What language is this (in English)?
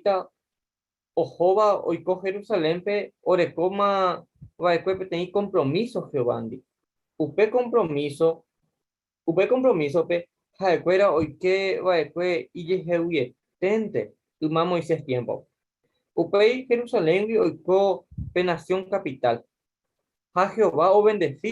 Guarani